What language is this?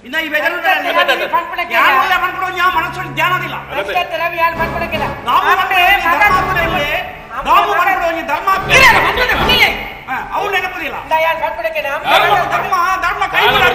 Kannada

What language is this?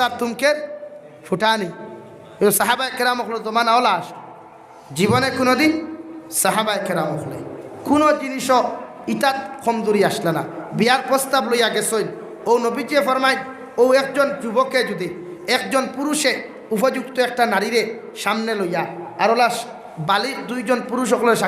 Sylheti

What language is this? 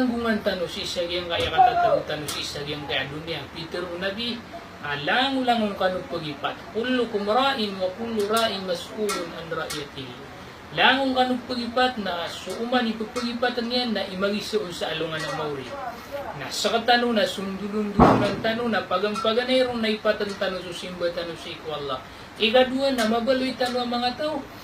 Maranao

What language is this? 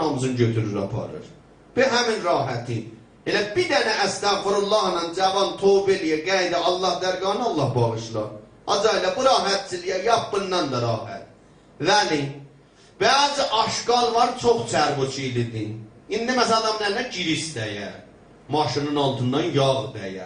South Azerbaijani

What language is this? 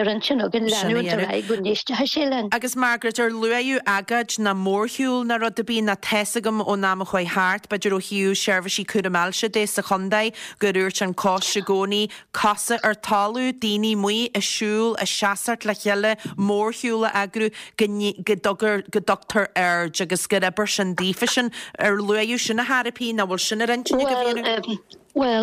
Irish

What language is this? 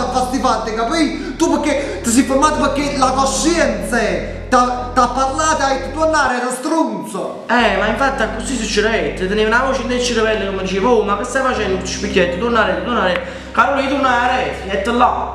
Neapolitan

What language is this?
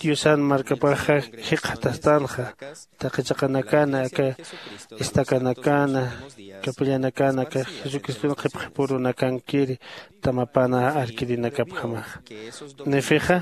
Aymara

